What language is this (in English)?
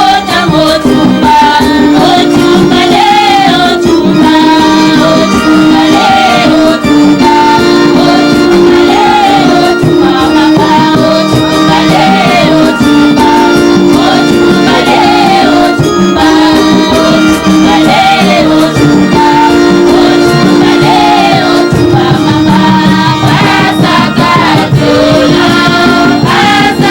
Tetela